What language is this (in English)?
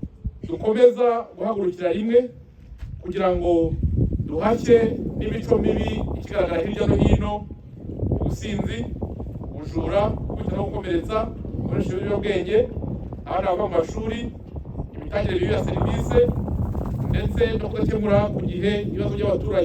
Kinyarwanda